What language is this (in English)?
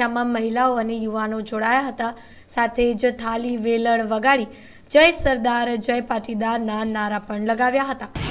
Gujarati